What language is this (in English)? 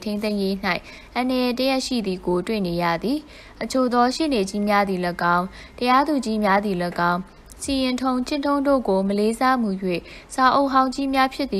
Burmese